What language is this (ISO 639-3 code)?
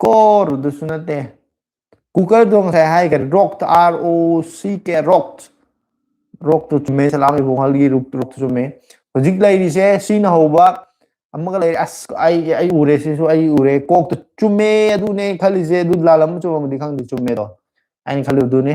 mni